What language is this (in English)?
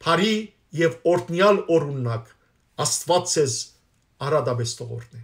Western Armenian